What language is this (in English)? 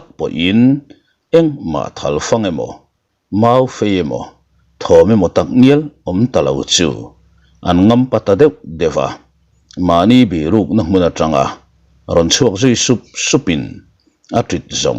Mizo